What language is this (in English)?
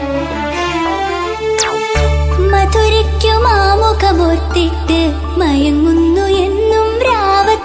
Malayalam